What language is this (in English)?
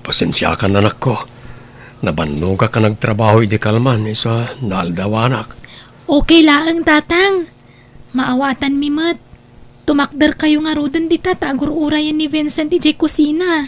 Iloko